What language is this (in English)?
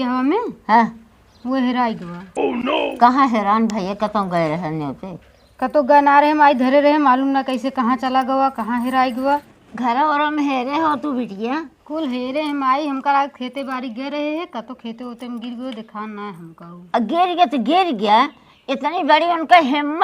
Awadhi